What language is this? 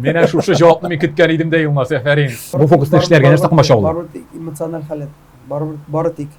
Tatar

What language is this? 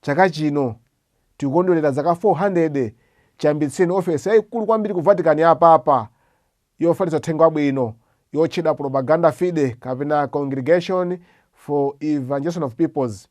Nyanja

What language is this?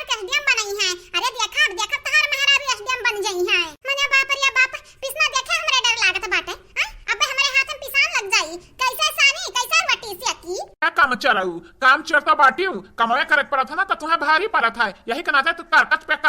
Awadhi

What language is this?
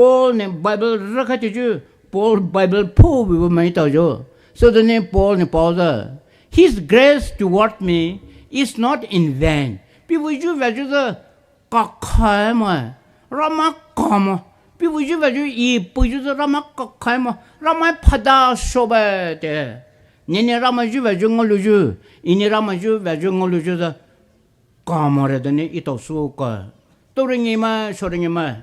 Poumei Naga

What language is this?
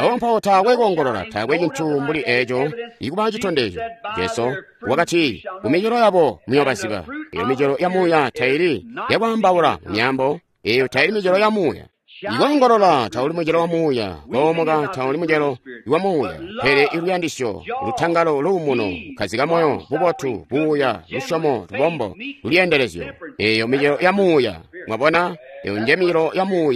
Tonga (Zambia)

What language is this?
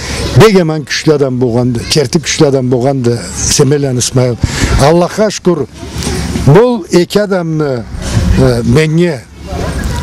Karachay-Balkar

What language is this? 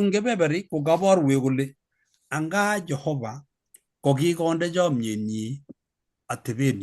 Kalenjin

